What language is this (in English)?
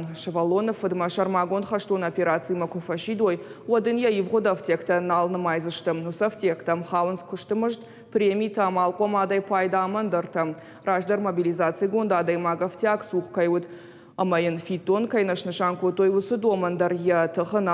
Ossetic